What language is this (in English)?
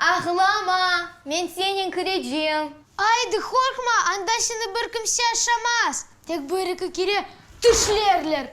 Crimean Tatar